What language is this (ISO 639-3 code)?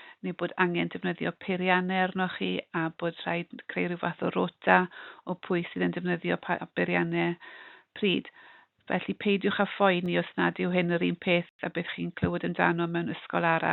cym